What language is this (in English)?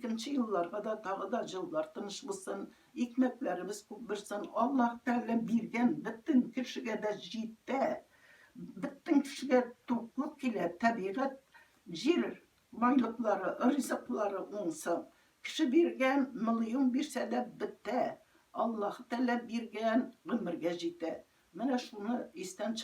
Tatar